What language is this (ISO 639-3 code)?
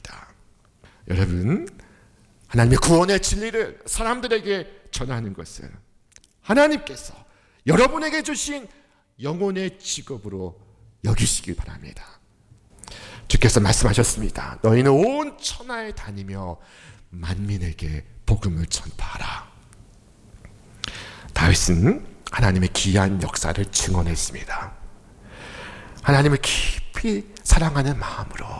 kor